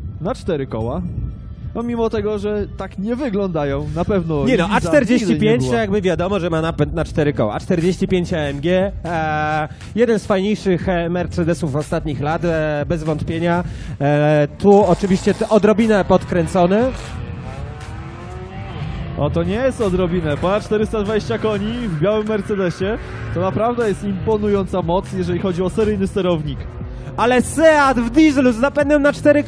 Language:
Polish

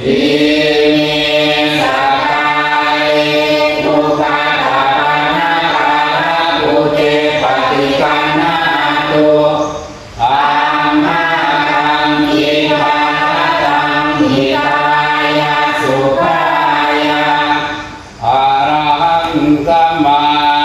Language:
Pali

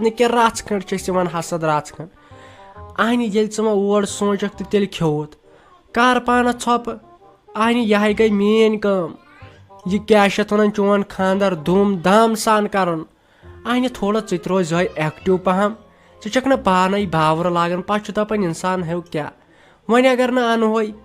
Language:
Kashmiri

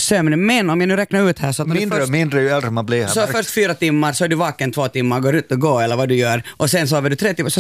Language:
Swedish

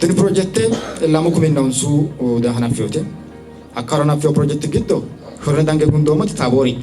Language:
Sidamo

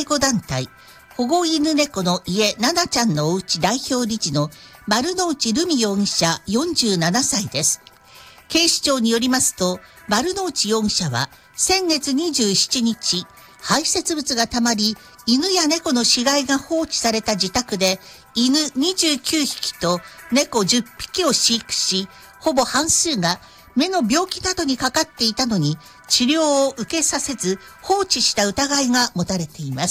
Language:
Japanese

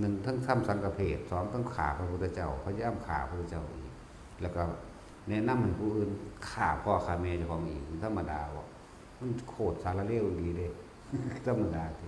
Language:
Northeastern Thai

